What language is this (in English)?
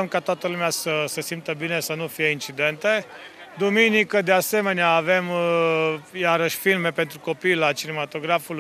Romanian